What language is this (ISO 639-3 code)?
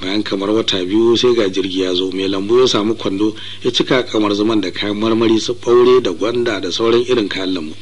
hau